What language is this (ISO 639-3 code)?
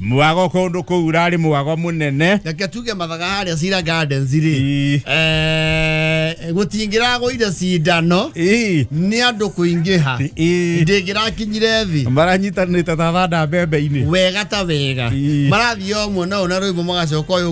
kik